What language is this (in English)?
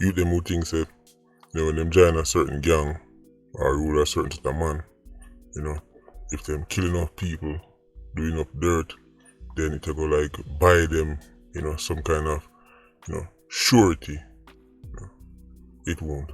Jamaican Creole English